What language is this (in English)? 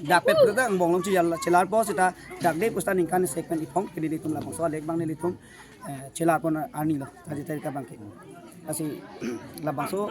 Karbi